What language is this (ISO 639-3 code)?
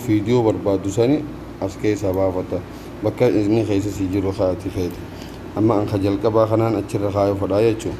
orm